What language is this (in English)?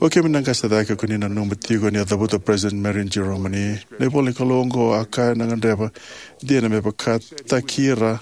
Fijian